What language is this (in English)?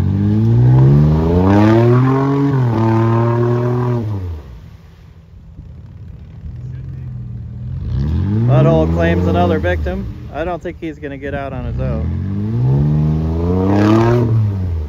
English